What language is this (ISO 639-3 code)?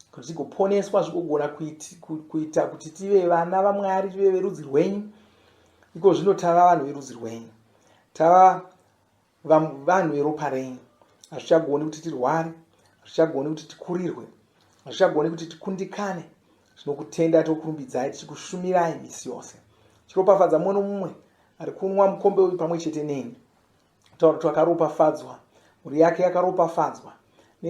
sna